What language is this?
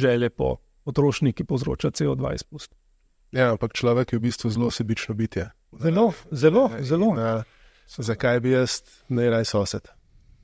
Slovenian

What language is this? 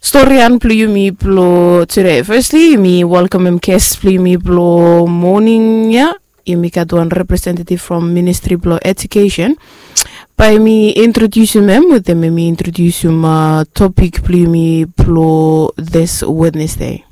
Bislama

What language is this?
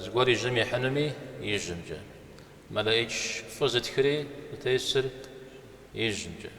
Kabardian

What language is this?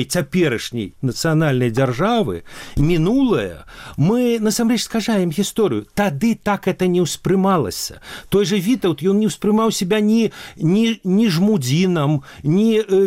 Belarusian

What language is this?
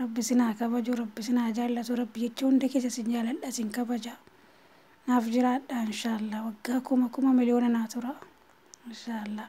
Oromo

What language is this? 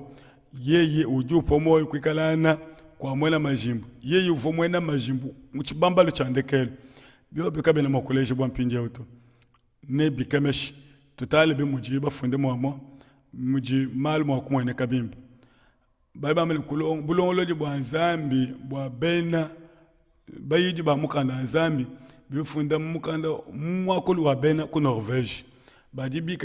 Luba-Lulua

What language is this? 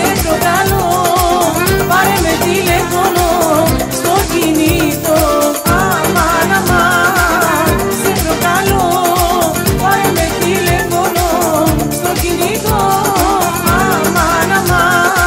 Greek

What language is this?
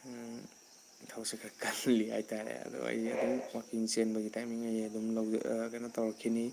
Manipuri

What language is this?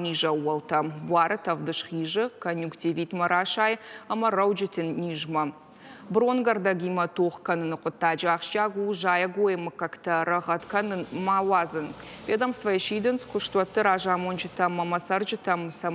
Ossetic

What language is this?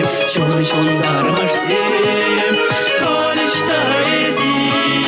Chuvash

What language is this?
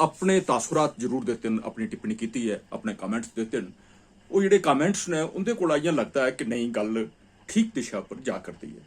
Dogri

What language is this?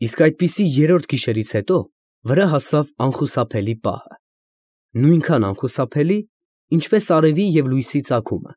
Armenian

